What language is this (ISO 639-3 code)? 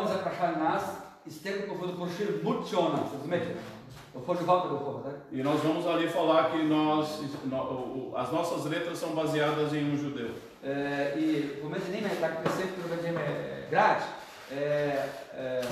pol